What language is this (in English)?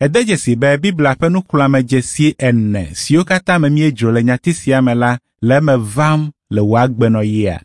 Ewe